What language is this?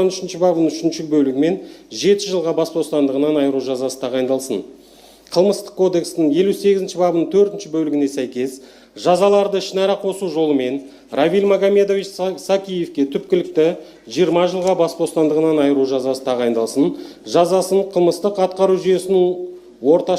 Kazakh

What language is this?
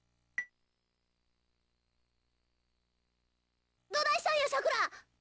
Japanese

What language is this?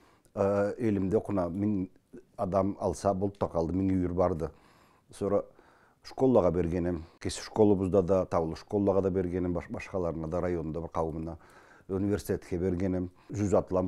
Karachay-Balkar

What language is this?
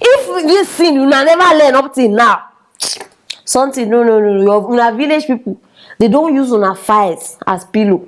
Nigerian Pidgin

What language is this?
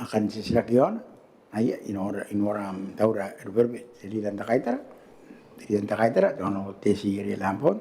Gilbertese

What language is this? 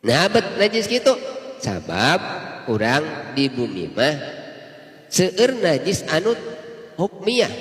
Sundanese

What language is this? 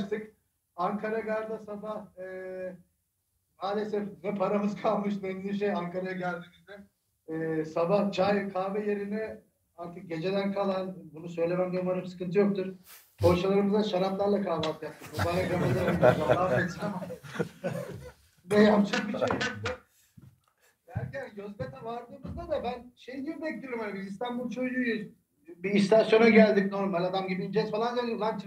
Turkish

